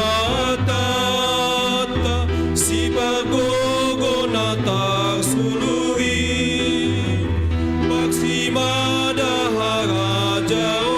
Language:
Batak Simalungun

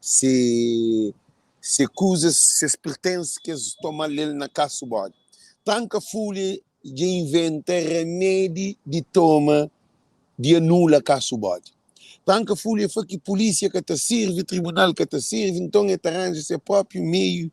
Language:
Kabuverdianu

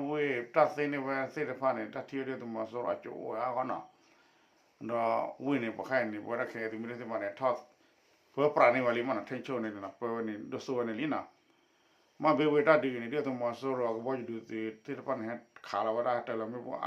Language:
S'gaw Karen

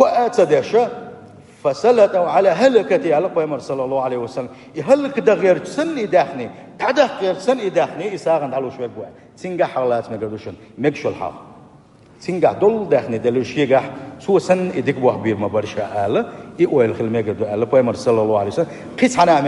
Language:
Chechen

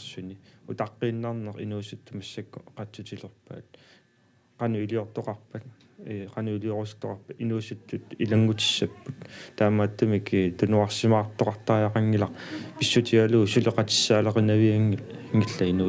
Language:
Kalaallisut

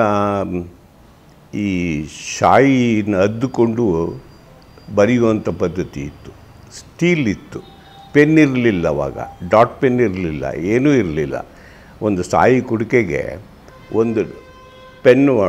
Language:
Kannada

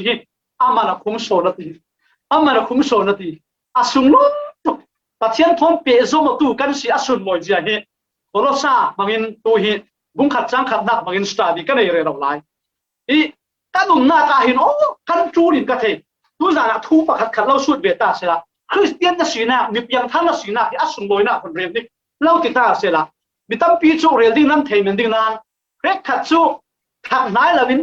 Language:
Falam Chin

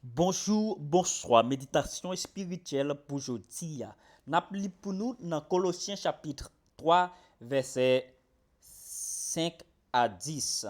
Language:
Haitian Creole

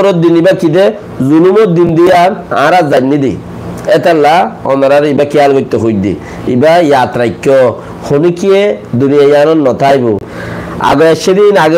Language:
Rohingya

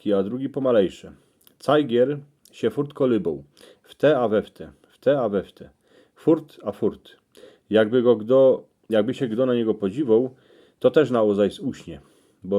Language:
Silesian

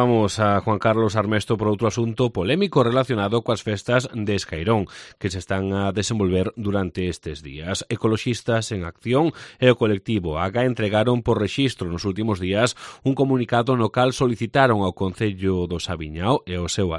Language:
Galician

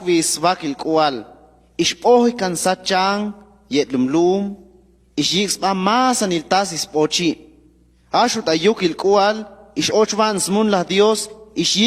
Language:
Chuj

